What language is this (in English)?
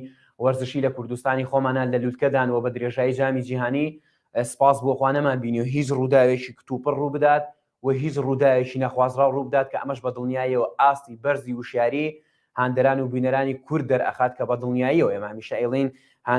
Central Kurdish